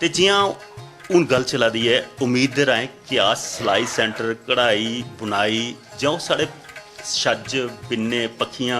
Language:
Dogri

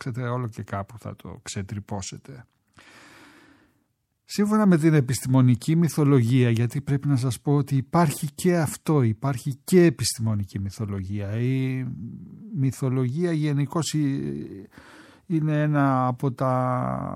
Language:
Greek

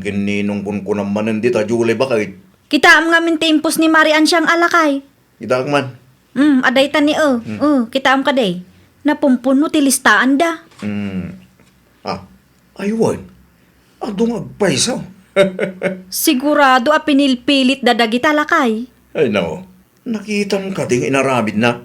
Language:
Iloko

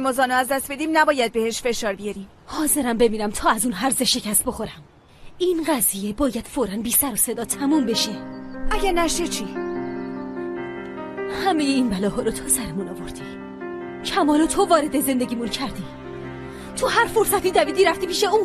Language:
Persian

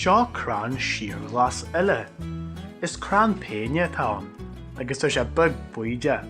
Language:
Irish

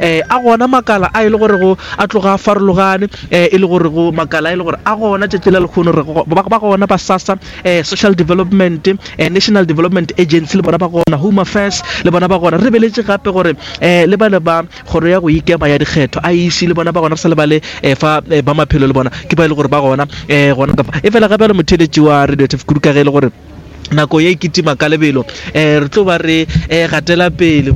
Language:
Northern Sotho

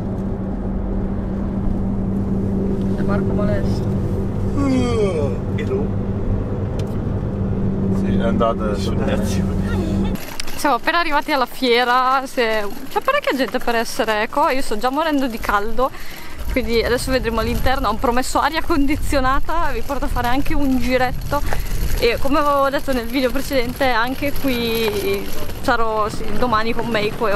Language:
Italian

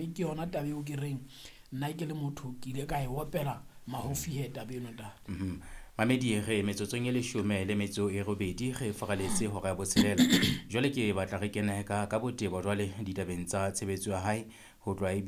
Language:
Southern Sotho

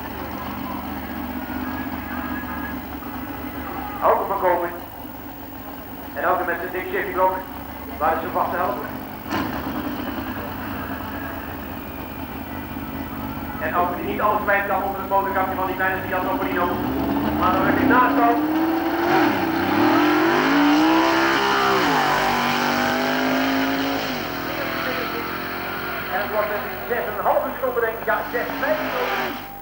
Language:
Dutch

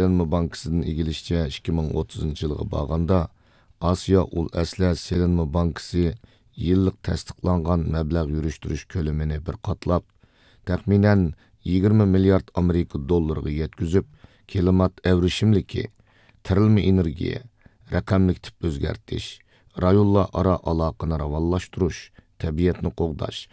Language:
Uyghur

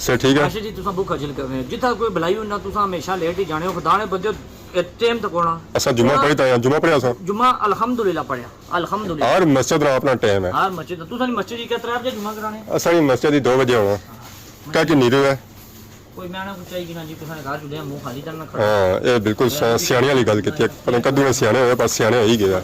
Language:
Pahari-Potwari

